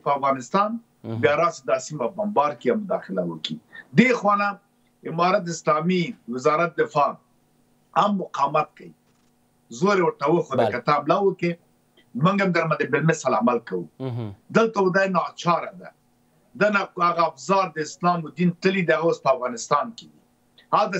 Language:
Pashto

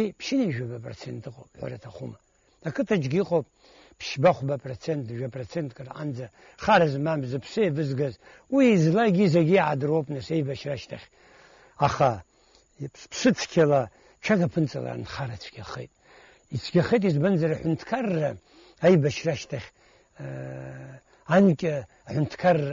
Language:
Abkhazian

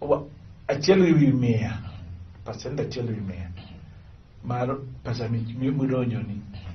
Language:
Luo (Kenya and Tanzania)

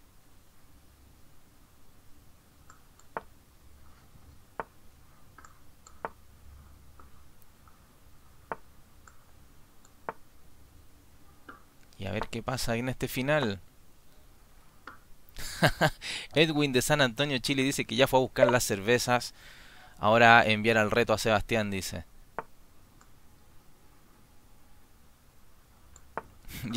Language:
Spanish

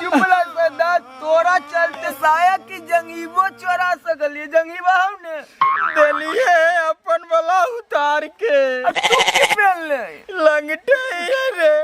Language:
Magahi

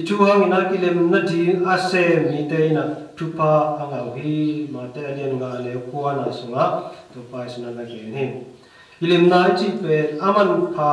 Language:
Tedim Chin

